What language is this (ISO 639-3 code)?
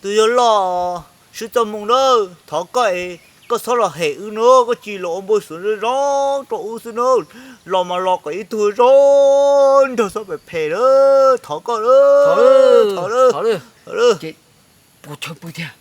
hmn